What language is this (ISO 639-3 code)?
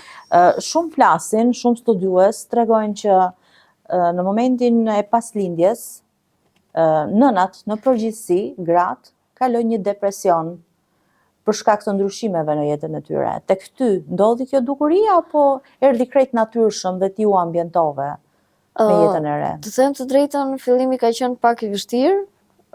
sqi